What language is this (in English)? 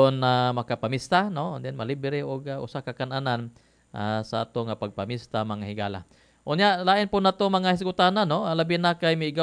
Cebuano